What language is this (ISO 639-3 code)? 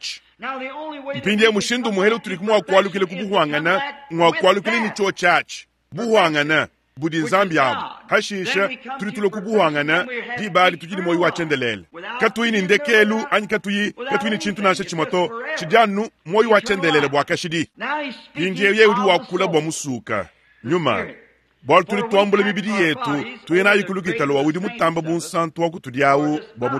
lua